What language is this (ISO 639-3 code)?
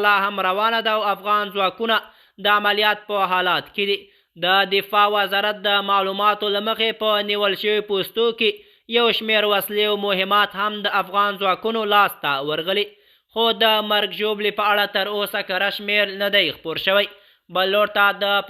pus